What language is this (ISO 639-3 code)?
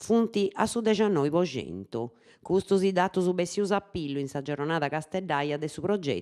srd